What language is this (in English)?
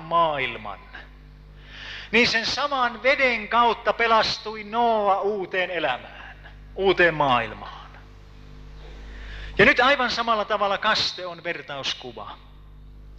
Finnish